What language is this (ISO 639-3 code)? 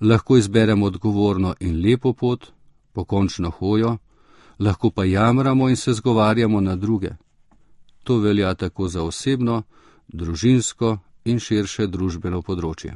slv